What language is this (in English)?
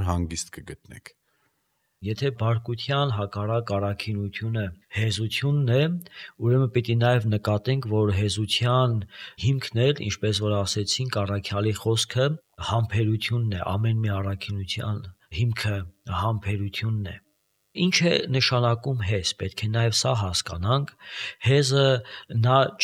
Armenian